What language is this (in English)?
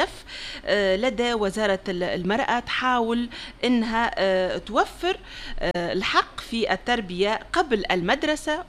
Tunisian Arabic